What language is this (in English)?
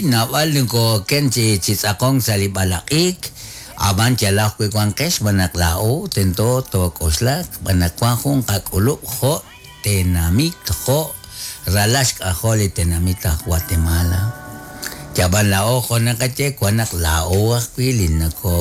Kekchí